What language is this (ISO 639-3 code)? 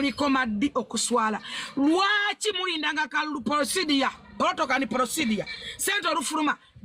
lug